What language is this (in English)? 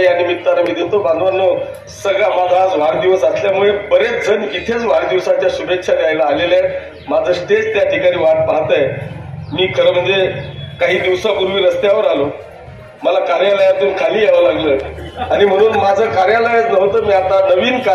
Marathi